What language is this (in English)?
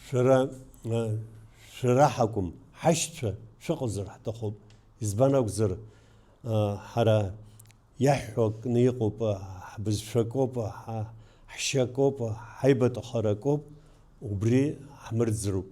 Abkhazian